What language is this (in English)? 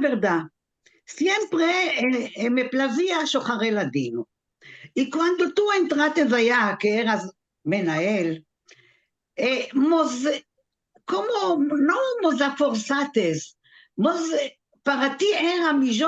Ladino